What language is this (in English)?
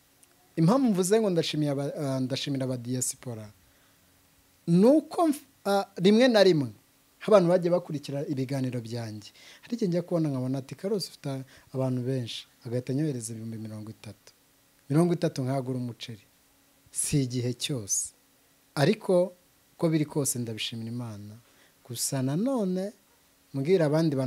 Kinyarwanda